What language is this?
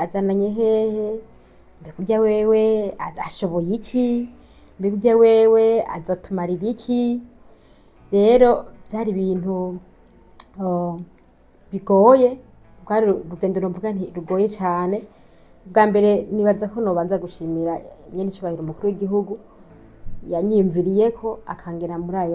Rundi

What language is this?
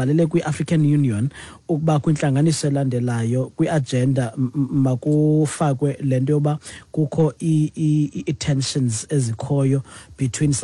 Xhosa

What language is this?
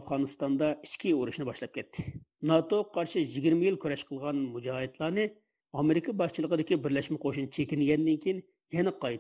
Uyghur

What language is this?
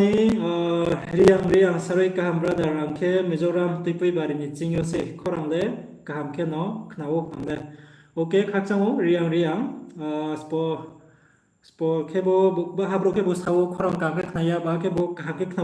Riang (India)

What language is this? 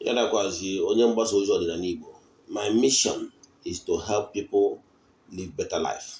Igbo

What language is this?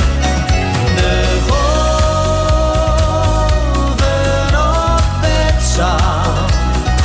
Dutch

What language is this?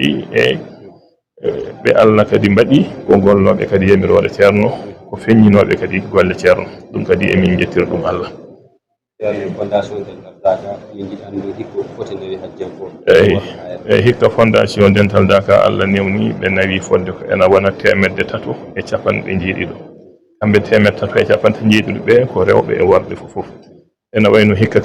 Fula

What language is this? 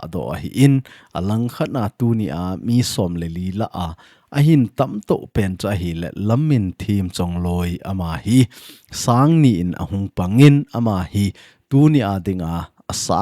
Thado Chin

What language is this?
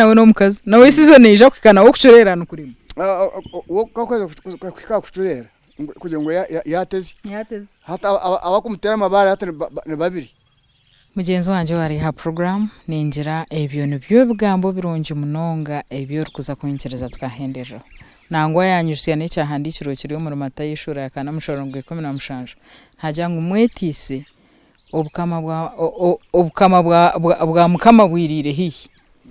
Nyankole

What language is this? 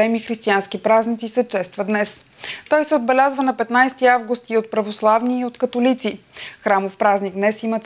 Bulgarian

